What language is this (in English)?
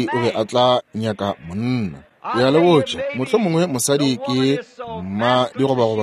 Northern Sotho